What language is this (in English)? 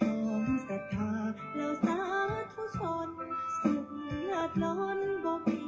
Pali